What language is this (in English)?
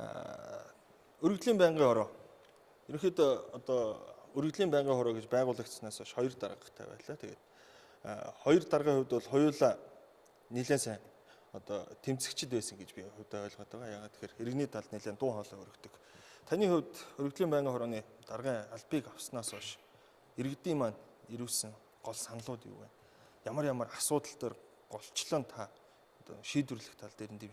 Mongolian